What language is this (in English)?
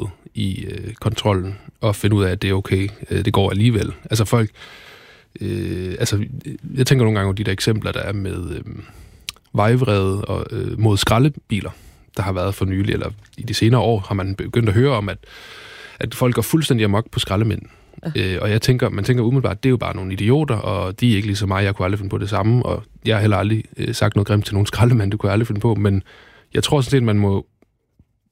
Danish